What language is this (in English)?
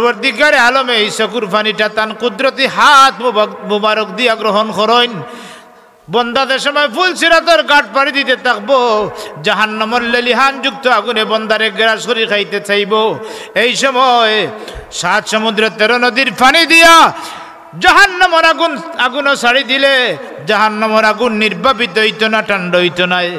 Sylheti